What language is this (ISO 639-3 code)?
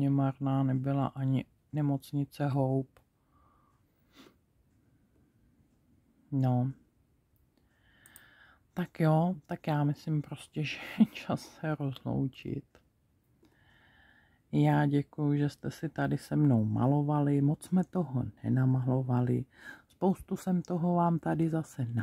ces